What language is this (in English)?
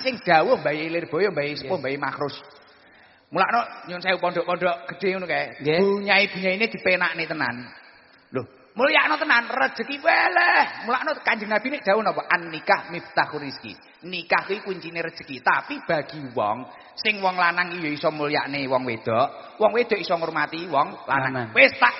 Javanese